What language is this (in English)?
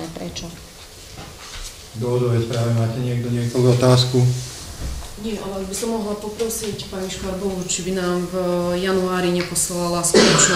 Slovak